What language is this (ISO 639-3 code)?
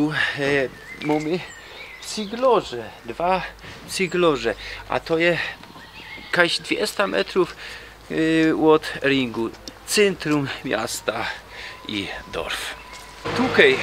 szl